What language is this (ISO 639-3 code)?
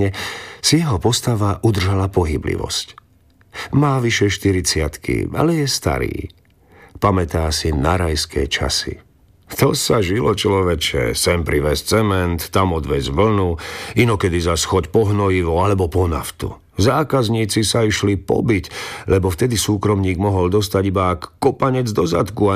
slk